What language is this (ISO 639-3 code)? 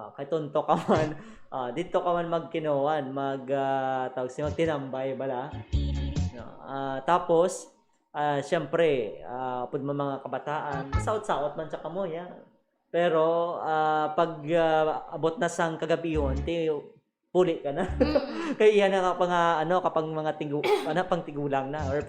hil